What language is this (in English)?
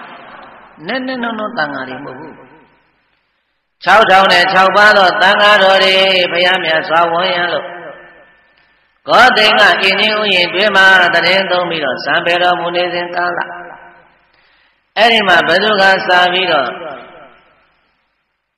Burmese